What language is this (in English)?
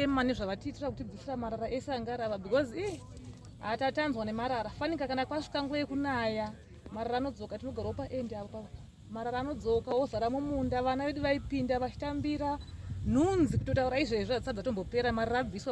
Shona